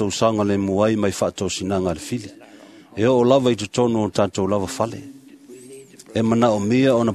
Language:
Samoan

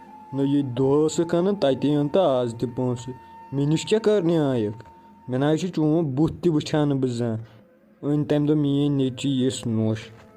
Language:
Kashmiri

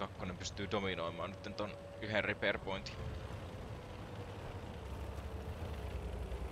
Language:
Finnish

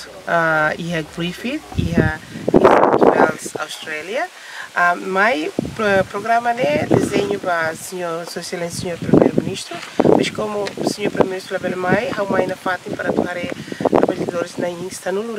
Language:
Tetum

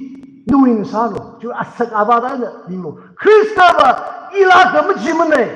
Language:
Tangkhul Naga (India)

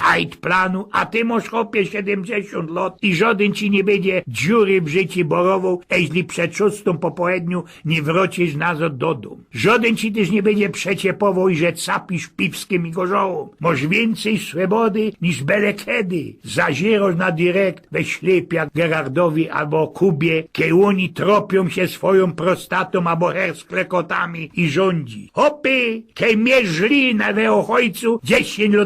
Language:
Silesian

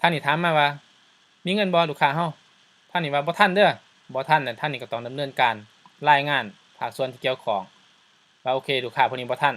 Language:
Lao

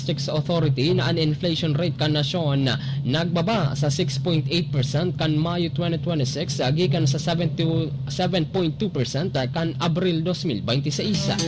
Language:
Bikol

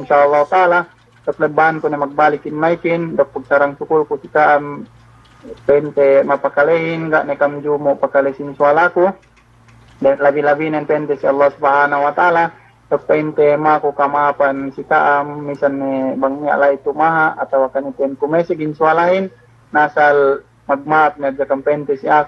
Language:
Yakan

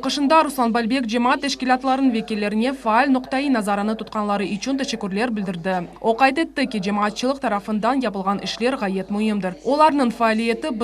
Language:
Crimean Tatar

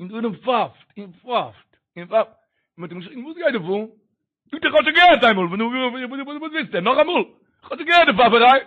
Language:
Yiddish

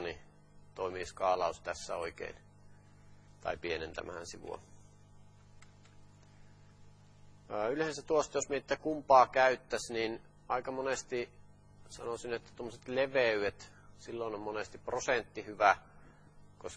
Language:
Finnish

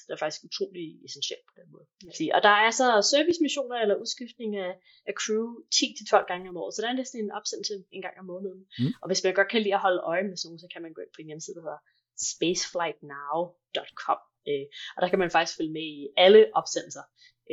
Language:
Danish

